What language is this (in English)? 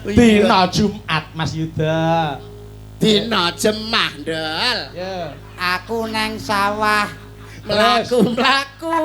Javanese